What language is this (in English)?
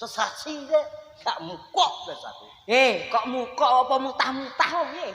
Javanese